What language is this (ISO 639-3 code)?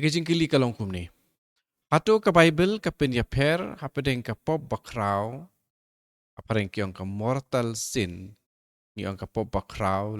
kha